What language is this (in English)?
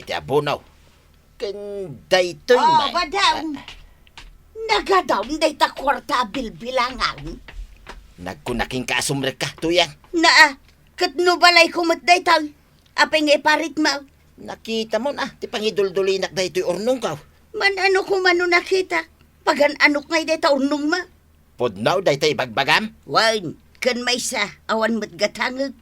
Iloko